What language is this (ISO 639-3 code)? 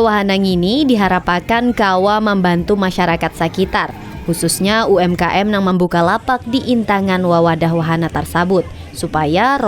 bjn